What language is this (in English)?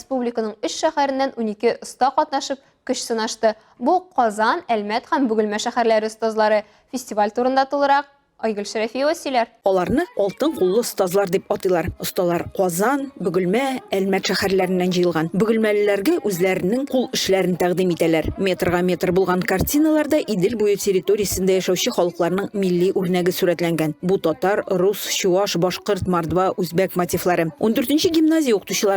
Tatar